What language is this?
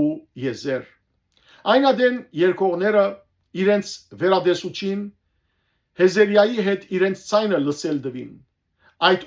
Western Armenian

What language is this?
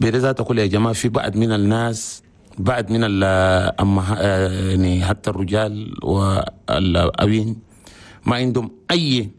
Chadian Arabic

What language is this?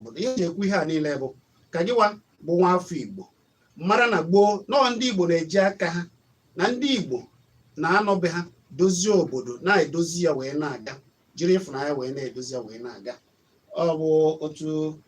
Igbo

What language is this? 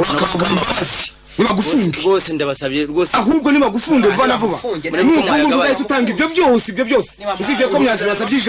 Kinyarwanda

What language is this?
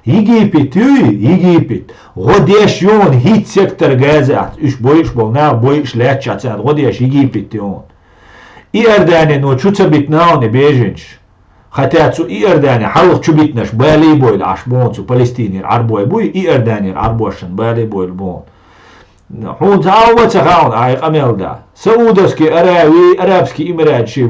Chechen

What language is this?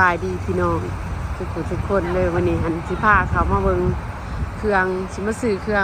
Lao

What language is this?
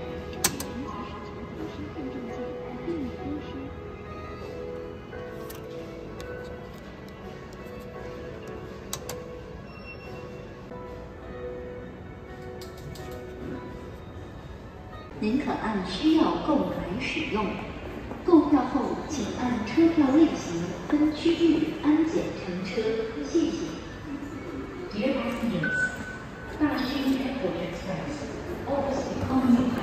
Chinese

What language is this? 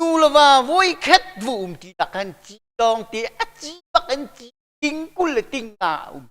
Hakha Chin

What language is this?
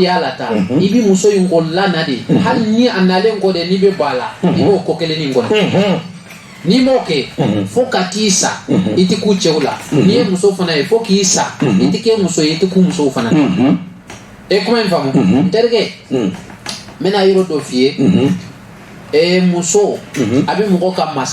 Bambara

